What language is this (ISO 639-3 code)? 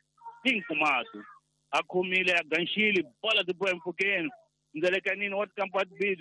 tso